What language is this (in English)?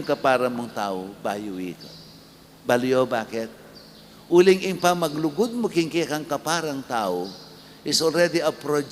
Pampanga